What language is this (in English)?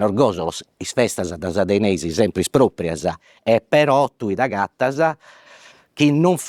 Sardinian